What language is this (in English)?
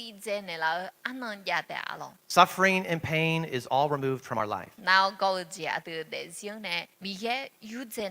Akha